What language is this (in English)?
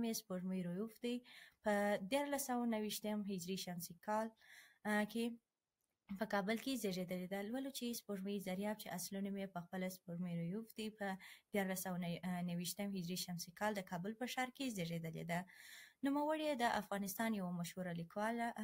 Pashto